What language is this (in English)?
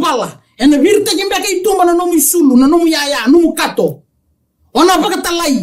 Fijian